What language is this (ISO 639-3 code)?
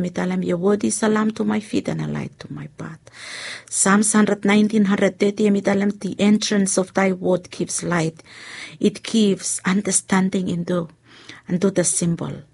bis